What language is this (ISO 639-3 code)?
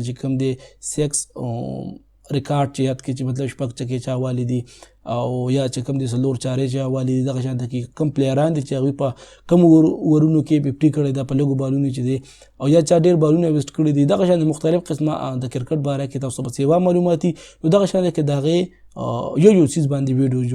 pus